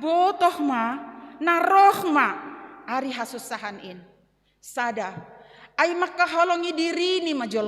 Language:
Batak Simalungun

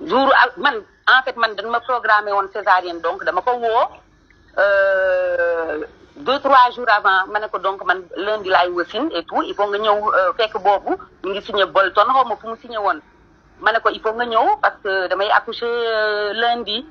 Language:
Wolof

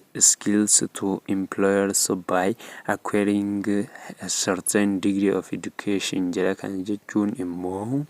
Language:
Oromo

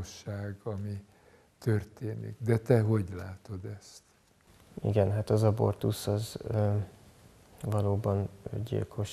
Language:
Hungarian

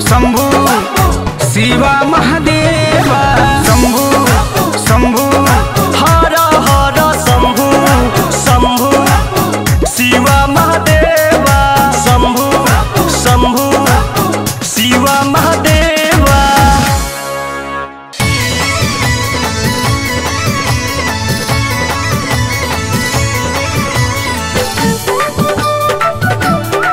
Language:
Bhojpuri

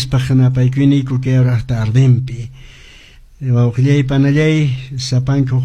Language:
Quechua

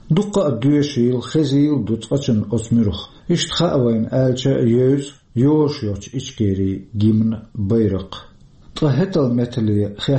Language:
Chechen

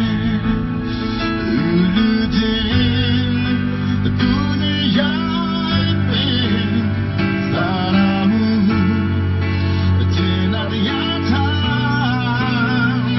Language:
Burmese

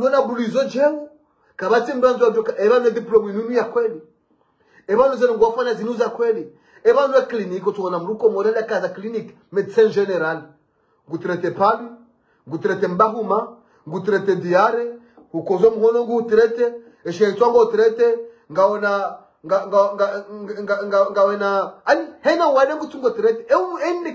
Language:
Swahili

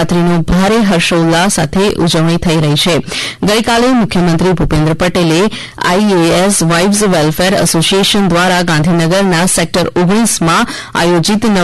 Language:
Gujarati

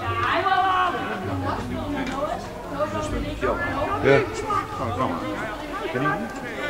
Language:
Dutch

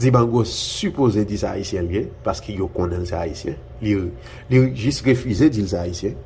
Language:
Haitian Creole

